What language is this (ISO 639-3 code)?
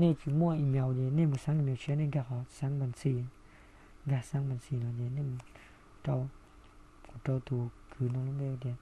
hmn